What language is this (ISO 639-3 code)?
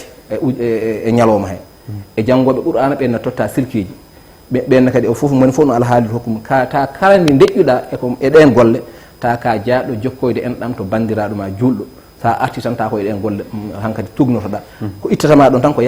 ful